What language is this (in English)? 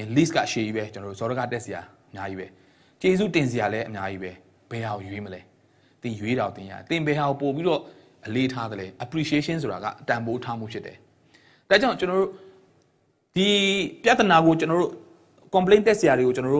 Burmese